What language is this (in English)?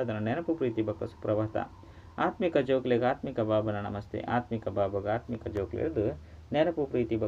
Tulu